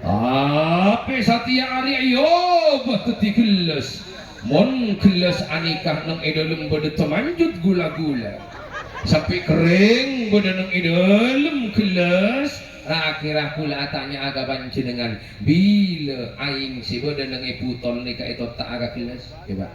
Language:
Madurese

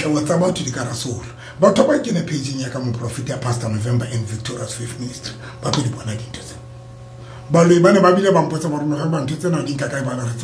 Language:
Southern Sotho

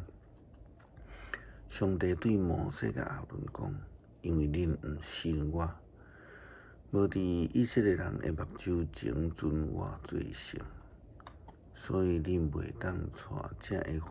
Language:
Min Nan Chinese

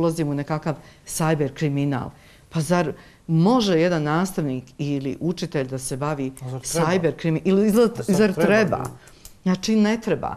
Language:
Bosnian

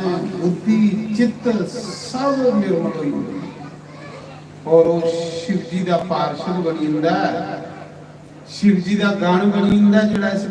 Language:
Dogri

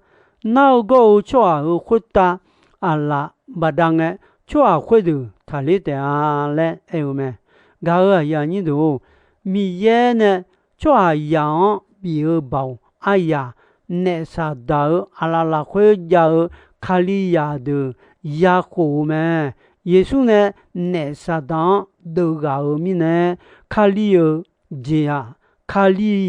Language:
Akha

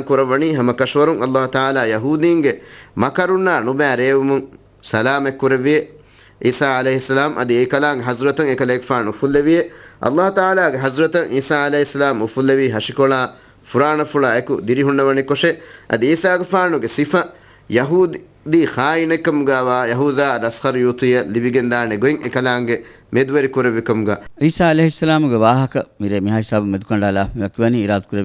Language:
Divehi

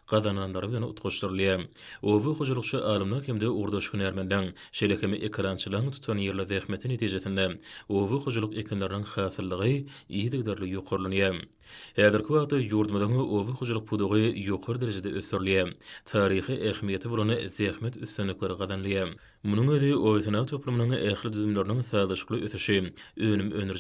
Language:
Turkmen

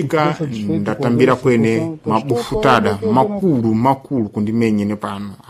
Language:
Sena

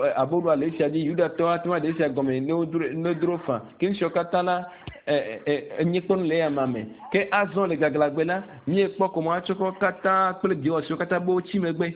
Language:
Ewe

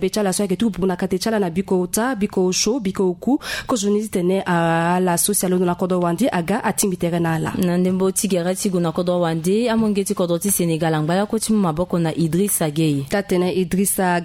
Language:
Sango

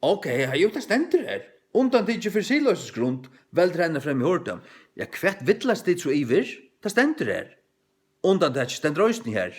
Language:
Faroese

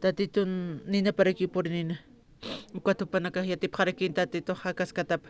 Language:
Aymara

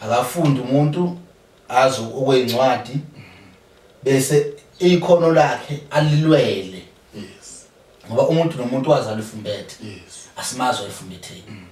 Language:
Zulu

